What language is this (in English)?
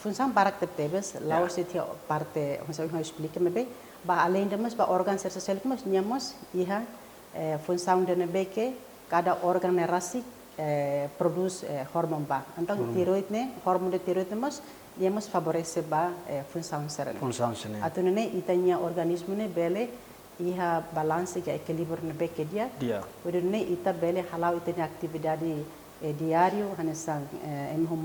Tetum